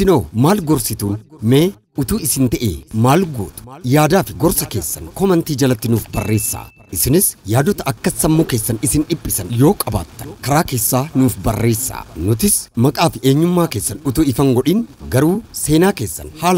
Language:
Oromo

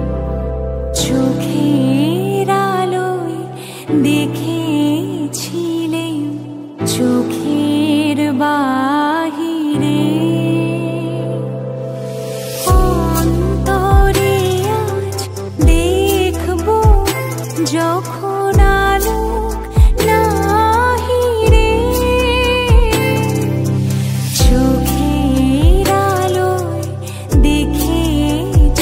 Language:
Bangla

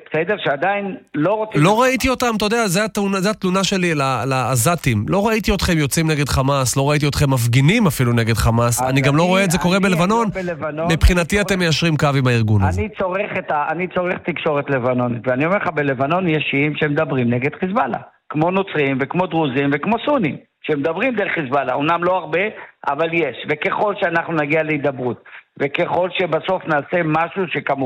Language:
Hebrew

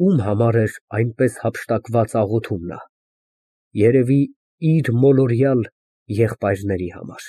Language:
Armenian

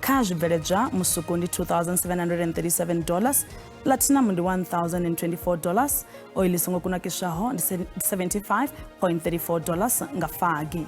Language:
Venda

